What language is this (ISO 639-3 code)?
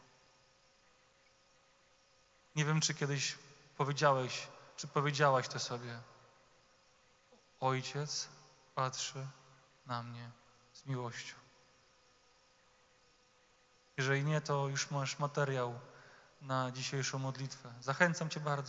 pol